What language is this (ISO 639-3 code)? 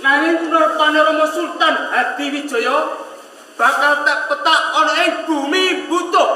jav